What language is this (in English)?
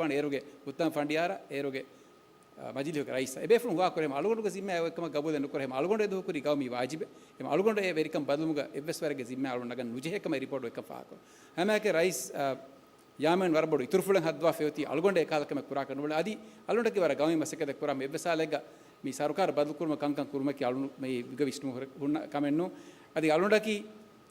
Divehi